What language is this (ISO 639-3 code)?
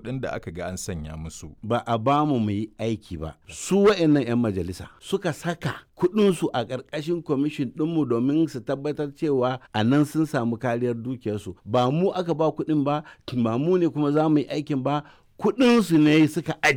hau